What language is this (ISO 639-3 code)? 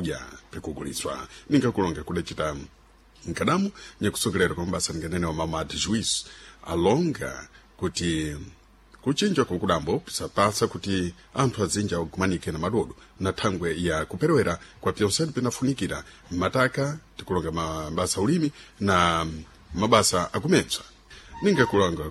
seh